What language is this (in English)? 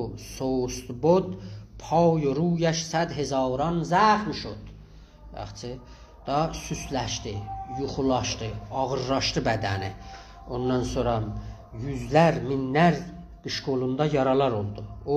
South Azerbaijani